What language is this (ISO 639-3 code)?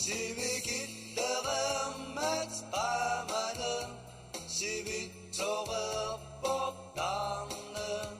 kal